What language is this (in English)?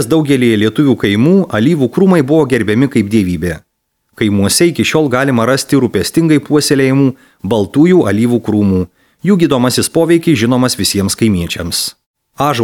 Lithuanian